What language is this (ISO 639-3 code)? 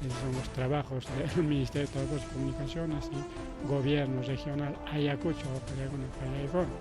quy